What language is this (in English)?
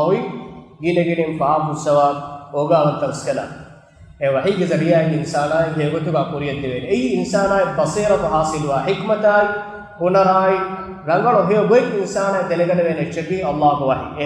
Divehi